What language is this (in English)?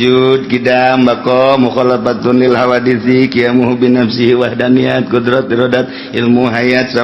Sundanese